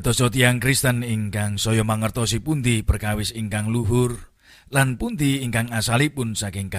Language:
Javanese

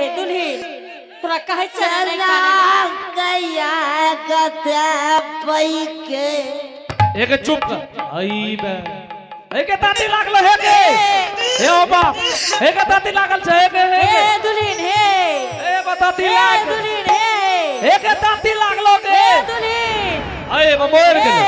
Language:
Angika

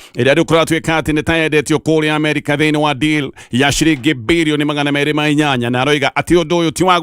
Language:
Kikuyu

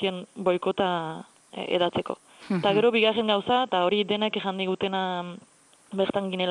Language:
Basque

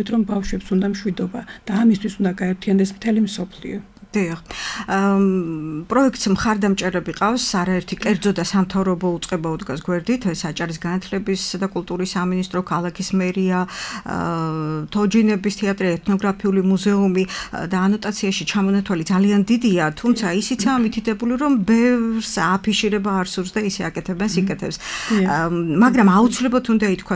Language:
Georgian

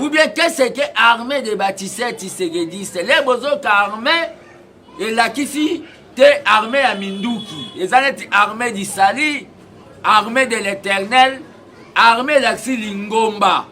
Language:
Lingala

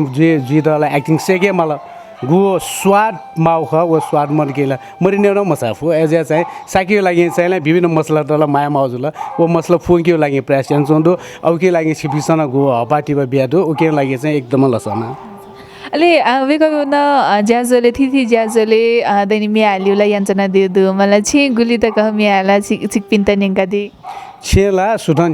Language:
Newari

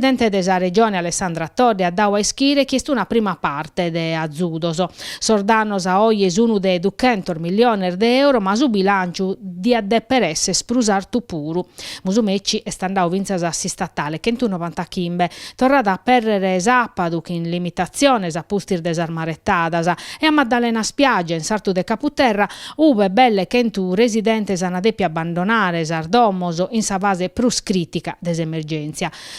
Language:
Sardinian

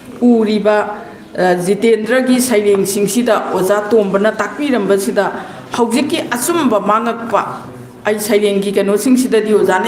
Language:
Manipuri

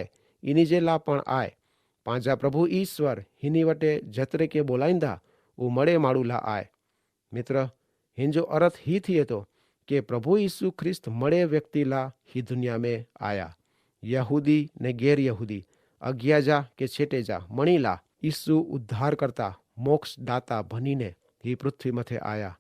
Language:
Kachhi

